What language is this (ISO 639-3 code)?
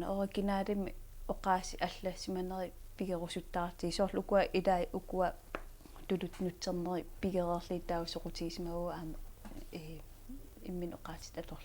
kal